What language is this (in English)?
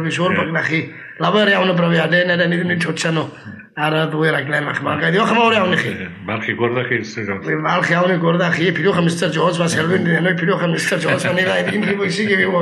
Welsh